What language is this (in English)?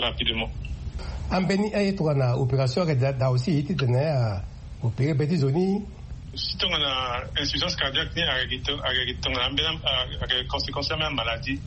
Sango